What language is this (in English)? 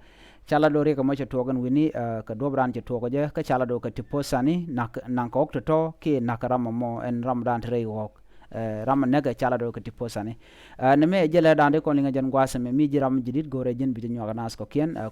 Nuer